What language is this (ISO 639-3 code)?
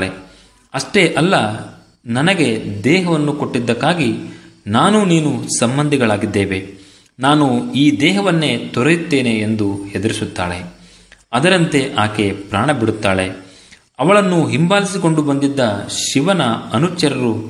kan